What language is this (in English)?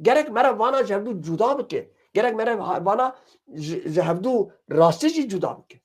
Kurdish